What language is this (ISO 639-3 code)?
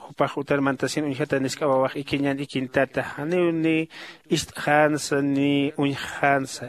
aym